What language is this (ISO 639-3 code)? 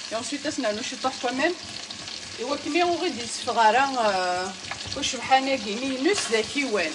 kab